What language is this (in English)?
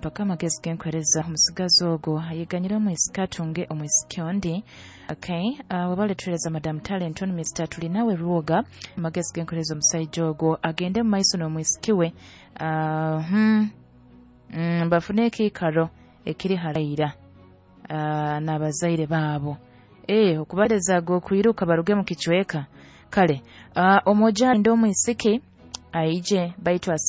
Nyoro